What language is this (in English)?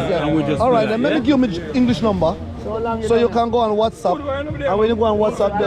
Jamaican Creole English